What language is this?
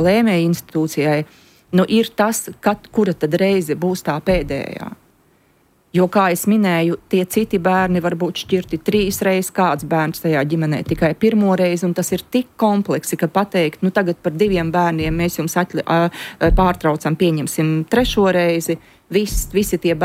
Latvian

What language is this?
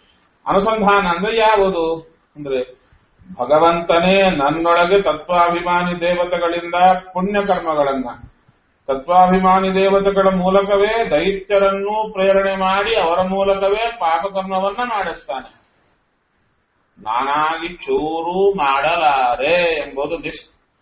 Kannada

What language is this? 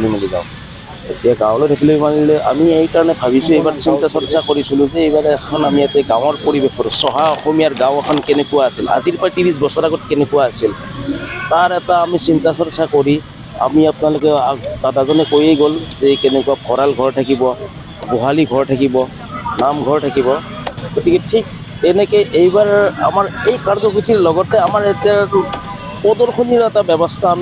Assamese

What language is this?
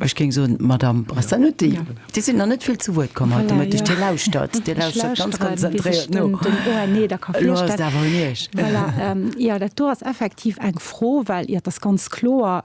Luxembourgish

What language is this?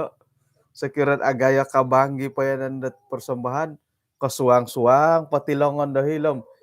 Central Dusun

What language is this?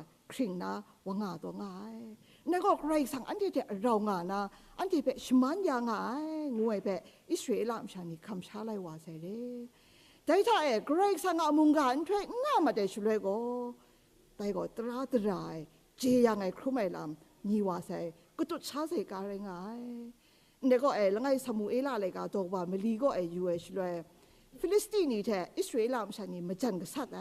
Kachin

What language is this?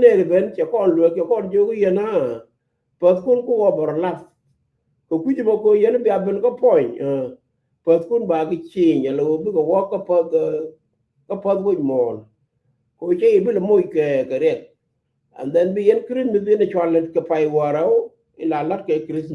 Nuer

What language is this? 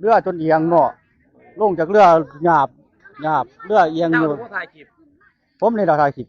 Northeastern Thai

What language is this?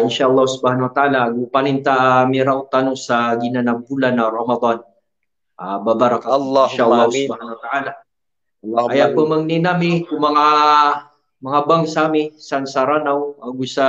Maranao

